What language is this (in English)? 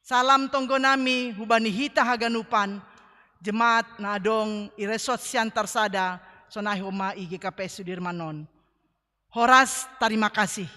Batak Simalungun